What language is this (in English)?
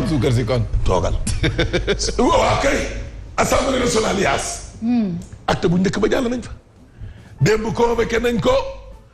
Wolof